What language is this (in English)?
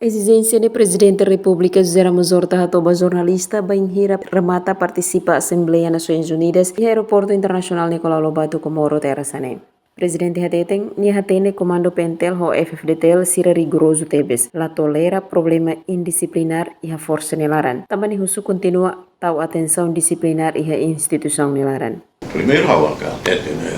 Tetum